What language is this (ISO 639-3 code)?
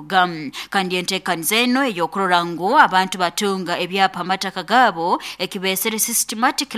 nyn